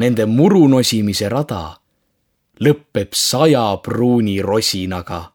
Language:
Estonian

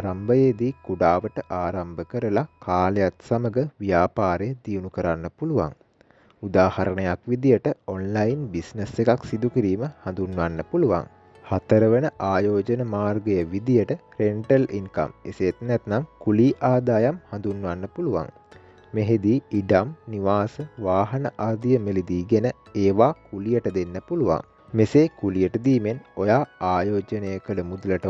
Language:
Sinhala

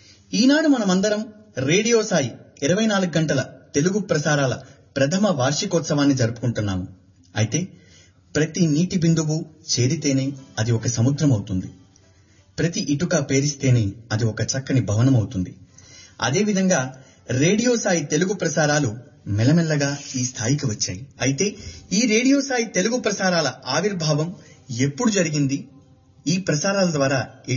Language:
Telugu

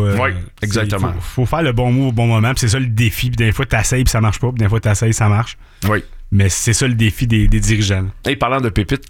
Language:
French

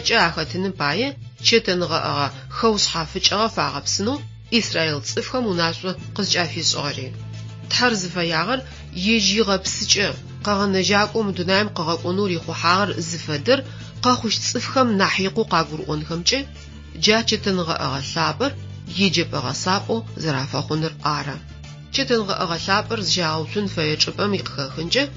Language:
Adyghe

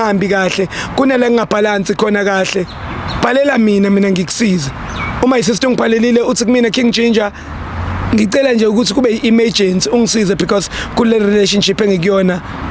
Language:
Zulu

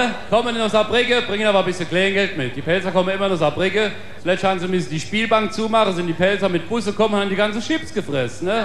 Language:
Palatine German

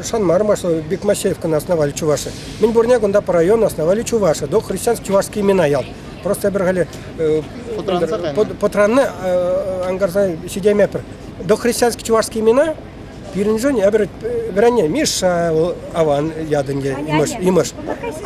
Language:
Chuvash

